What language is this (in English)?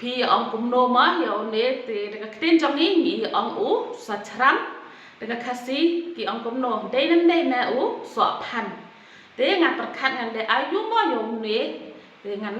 Khasi